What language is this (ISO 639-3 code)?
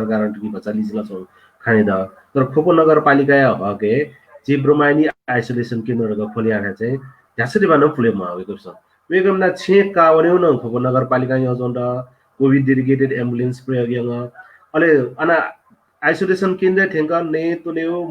new